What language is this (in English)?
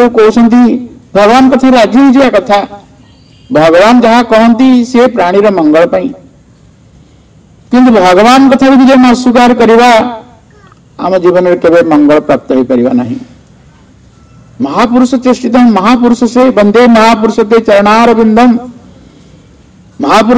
Odia